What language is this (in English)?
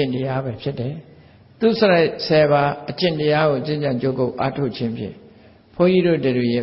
Burmese